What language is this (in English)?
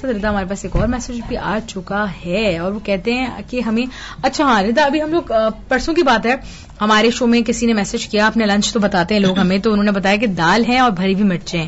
Urdu